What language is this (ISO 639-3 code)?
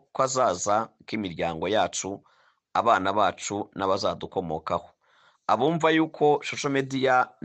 kin